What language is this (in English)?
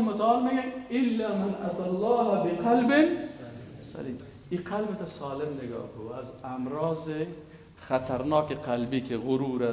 Persian